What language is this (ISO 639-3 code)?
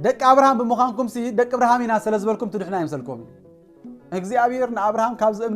tir